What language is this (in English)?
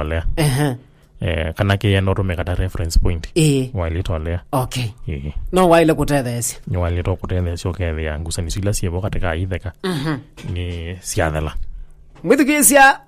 Kamba